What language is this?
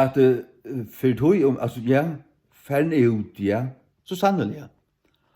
Faroese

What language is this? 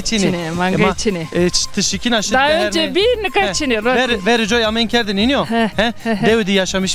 Zaza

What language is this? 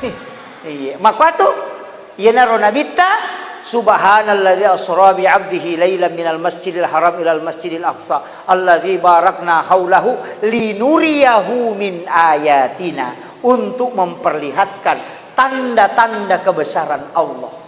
Buginese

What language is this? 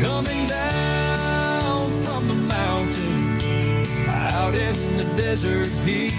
Yiddish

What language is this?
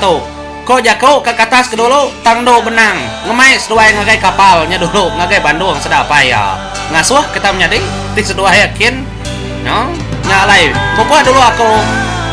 Iban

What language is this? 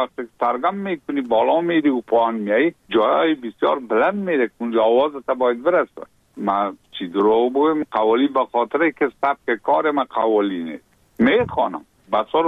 Persian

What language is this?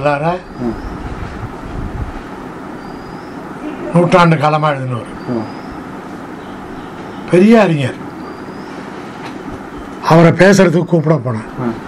Tamil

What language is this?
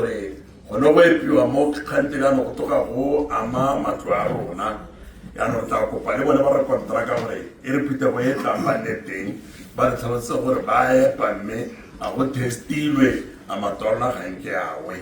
Tswana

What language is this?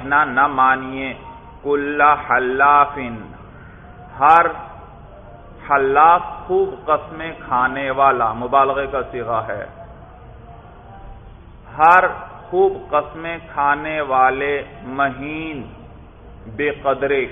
Urdu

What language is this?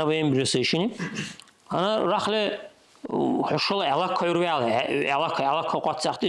Dargwa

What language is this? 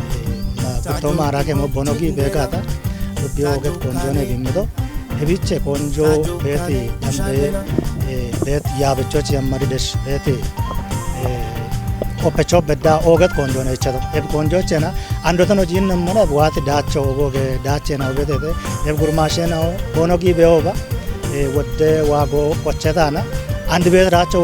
Kafa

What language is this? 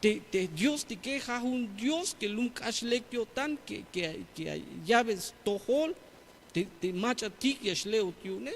Tzeltal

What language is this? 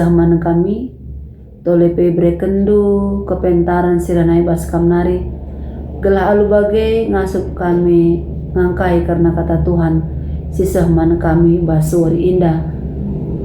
Batak Karo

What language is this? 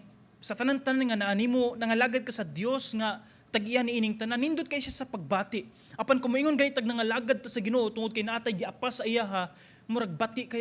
Cebuano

